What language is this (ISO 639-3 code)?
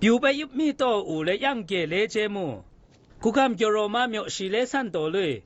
atb